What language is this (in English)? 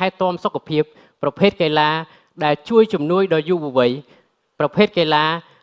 Khmer